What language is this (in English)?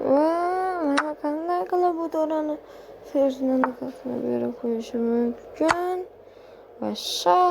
Uzbek